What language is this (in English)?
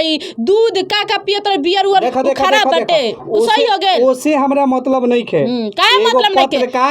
Bhojpuri